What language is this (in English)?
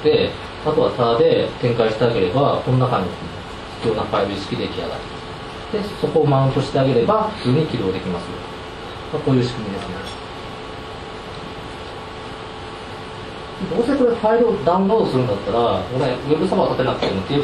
Japanese